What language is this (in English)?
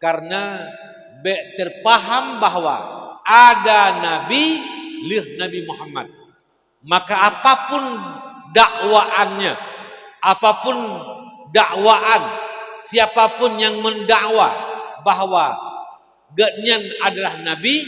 Achinese